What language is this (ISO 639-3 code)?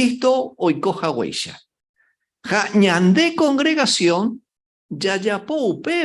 grn